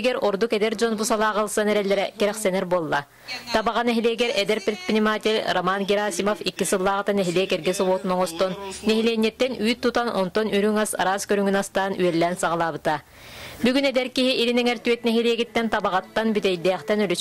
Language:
Yakut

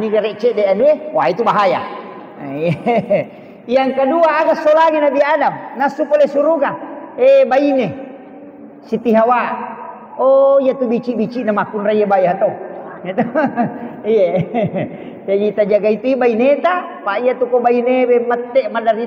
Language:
Buginese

